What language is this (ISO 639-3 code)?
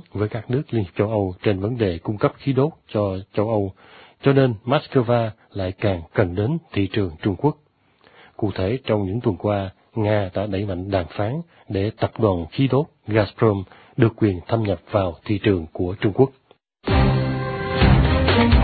vie